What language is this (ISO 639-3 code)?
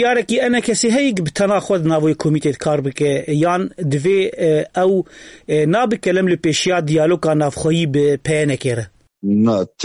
kur